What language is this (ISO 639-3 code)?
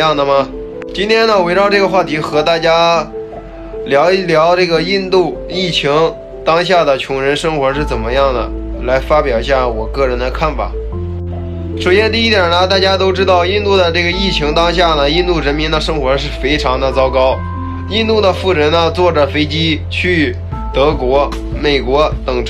zho